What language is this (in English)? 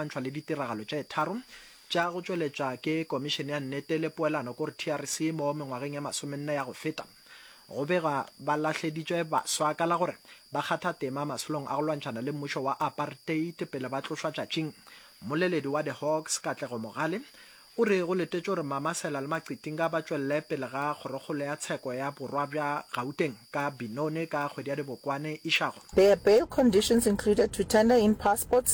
Northern Sotho